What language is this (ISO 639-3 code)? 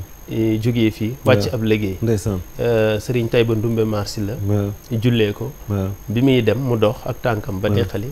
wol